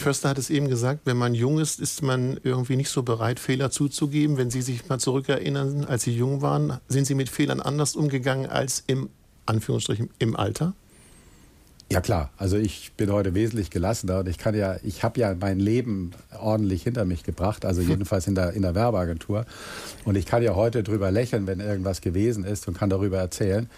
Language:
German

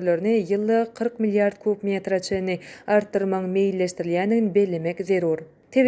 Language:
Turkmen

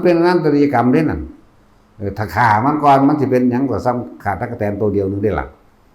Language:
Northeastern Thai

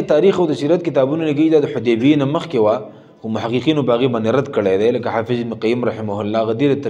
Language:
Pashto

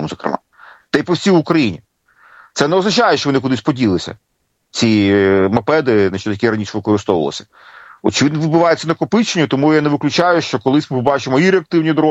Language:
Ukrainian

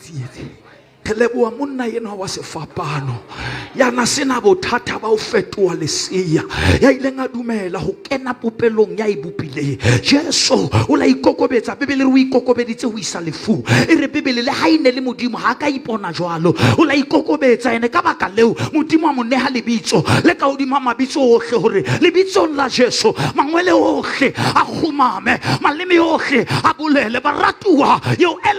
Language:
Southern Sotho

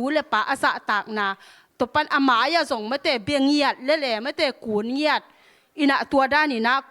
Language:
Tedim Chin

